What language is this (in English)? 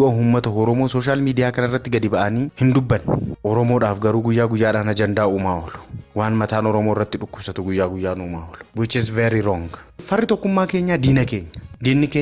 Oromo